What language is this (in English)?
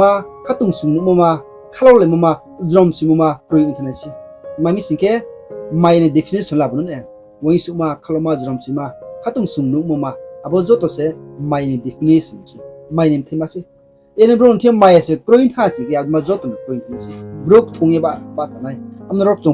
Riang (India)